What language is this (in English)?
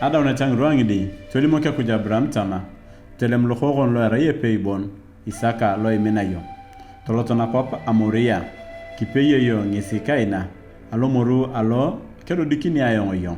Turkana